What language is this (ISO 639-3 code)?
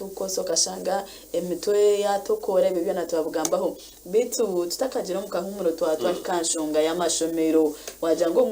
nyn